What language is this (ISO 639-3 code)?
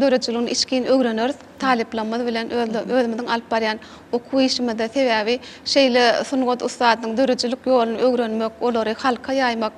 tuk